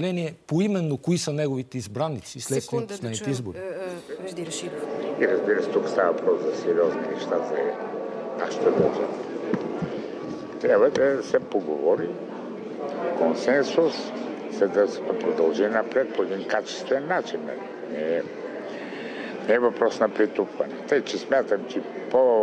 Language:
Bulgarian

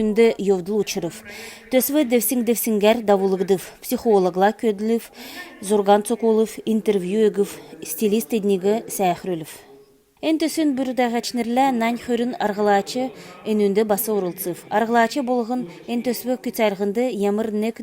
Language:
Kalmyk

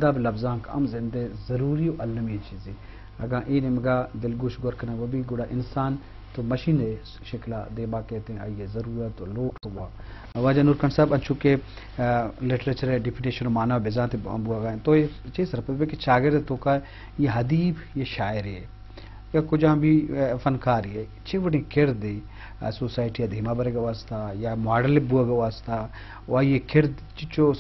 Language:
Eastern Balochi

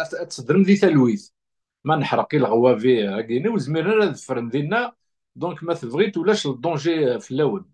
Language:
Kabyle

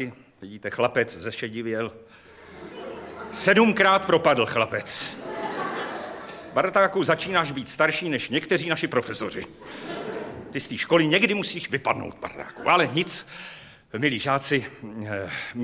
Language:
Czech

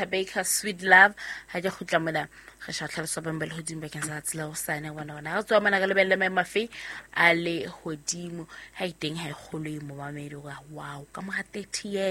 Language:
Southern Sotho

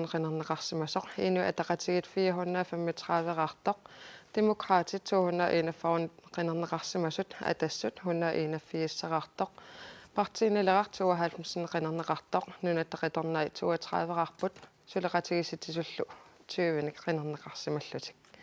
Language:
Kalaallisut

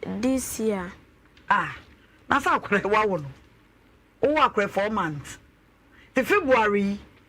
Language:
Akan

